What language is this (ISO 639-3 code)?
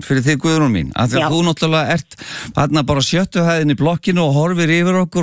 isl